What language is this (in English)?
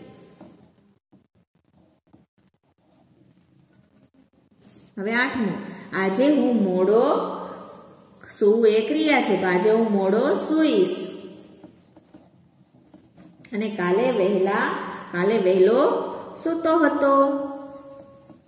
Gujarati